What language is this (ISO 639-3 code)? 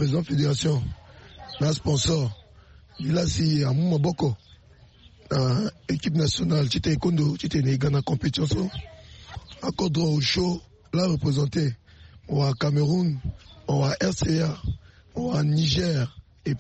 sag